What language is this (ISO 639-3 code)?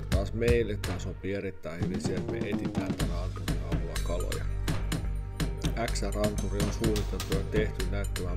fin